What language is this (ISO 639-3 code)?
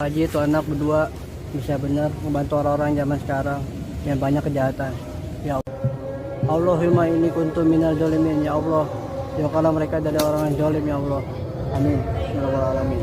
bew